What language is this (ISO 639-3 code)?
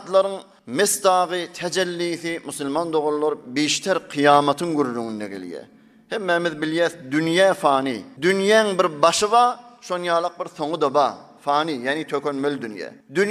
tuk